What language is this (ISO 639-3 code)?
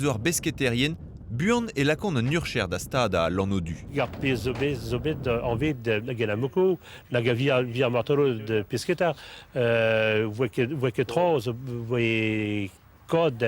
bre